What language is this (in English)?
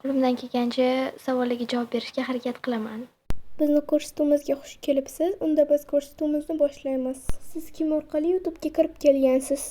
Uzbek